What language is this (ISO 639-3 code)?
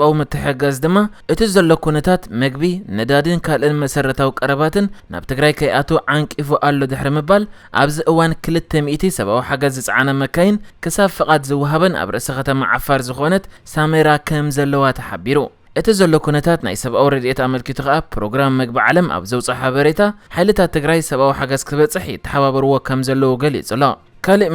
tir